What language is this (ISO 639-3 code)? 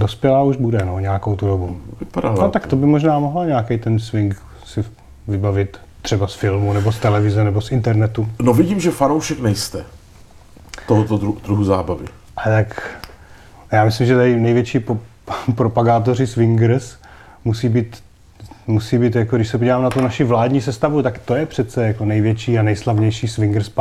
ces